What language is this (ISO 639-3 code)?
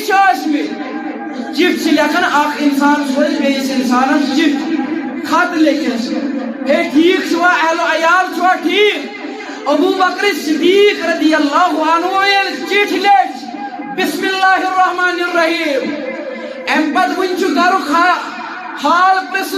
kas